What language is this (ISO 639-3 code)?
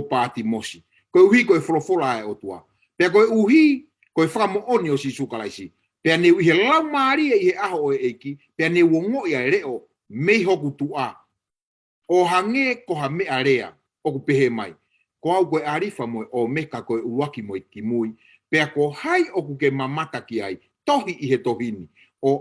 ton